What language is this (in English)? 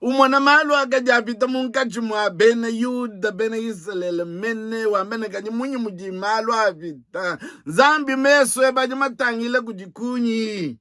Luba-Lulua